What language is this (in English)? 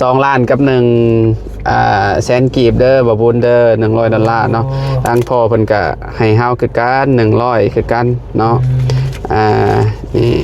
Lao